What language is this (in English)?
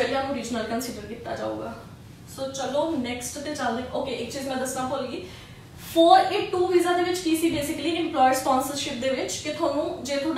Punjabi